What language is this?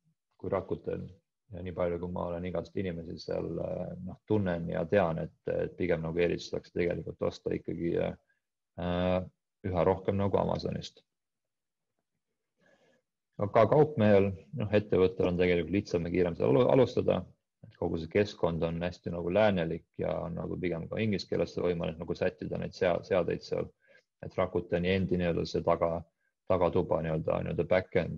Estonian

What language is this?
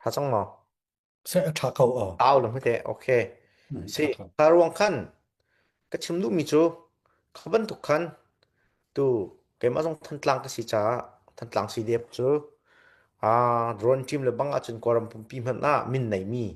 Hakha Chin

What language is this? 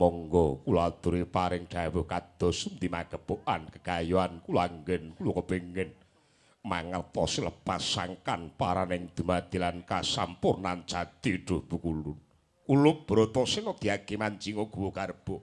Javanese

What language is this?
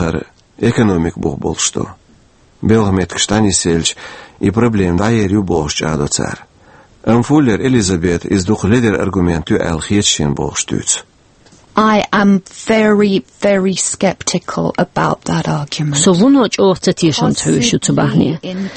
Chechen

